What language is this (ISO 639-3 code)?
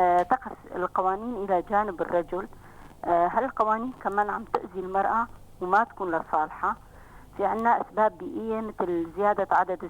apc